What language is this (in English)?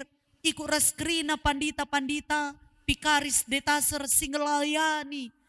Batak Karo